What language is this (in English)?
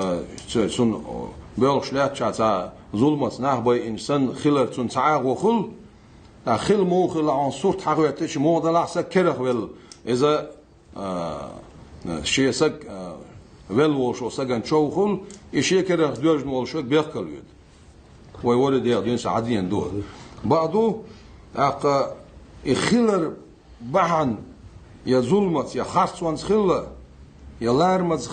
Ingush